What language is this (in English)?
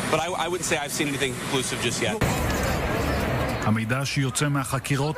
Hebrew